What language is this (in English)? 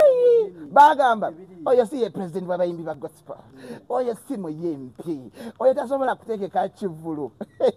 Ganda